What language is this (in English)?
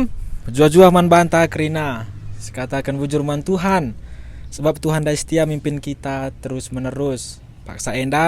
Batak Karo